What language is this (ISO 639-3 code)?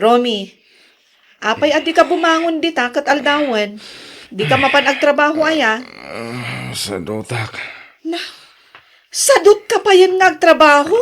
ilo